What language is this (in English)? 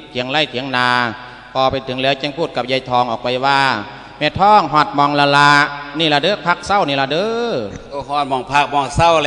Lao